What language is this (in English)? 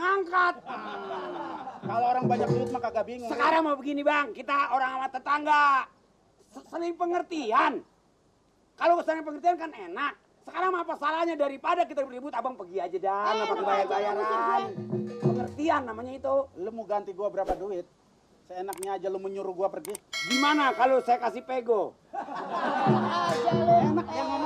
Betawi